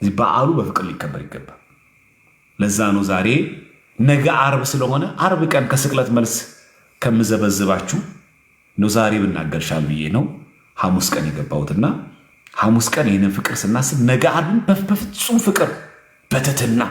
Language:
Amharic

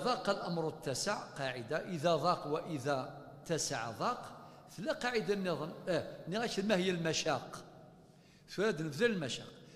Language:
Kabyle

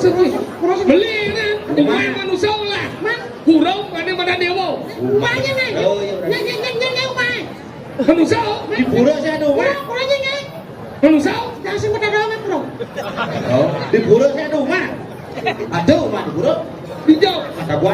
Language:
Balinese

